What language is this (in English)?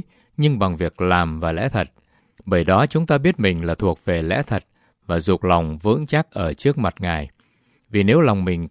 Vietnamese